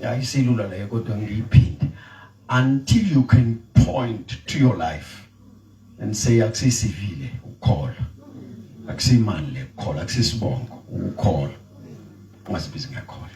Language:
Zulu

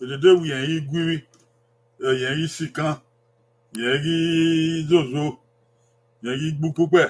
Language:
Bini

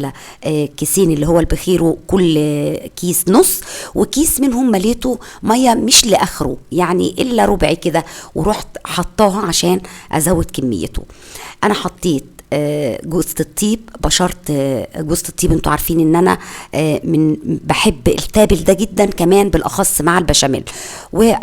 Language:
Egyptian Arabic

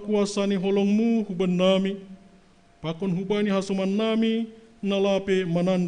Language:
Batak Simalungun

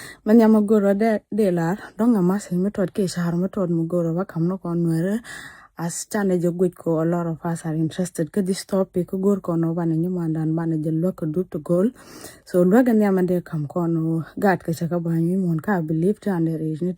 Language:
Nuer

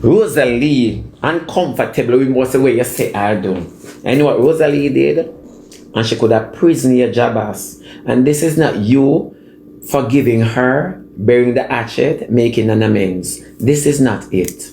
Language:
Jamaican Creole English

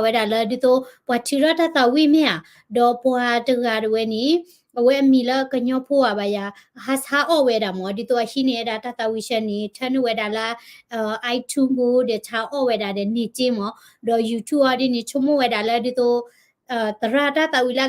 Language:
S'gaw Karen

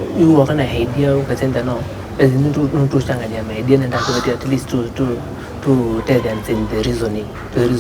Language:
Kamba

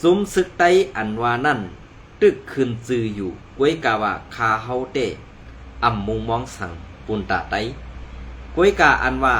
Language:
Shan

